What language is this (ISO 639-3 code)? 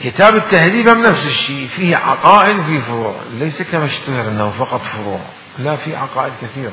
acm